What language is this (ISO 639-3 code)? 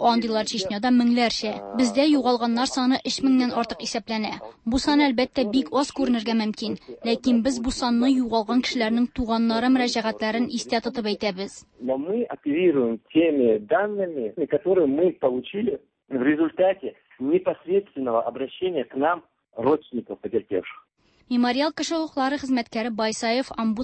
tat